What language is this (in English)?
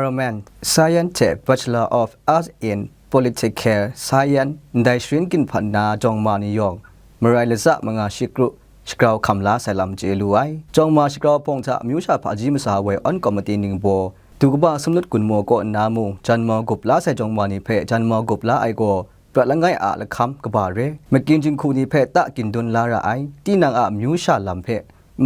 Kachin